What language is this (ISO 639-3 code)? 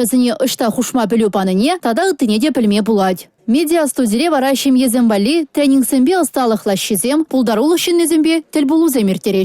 chv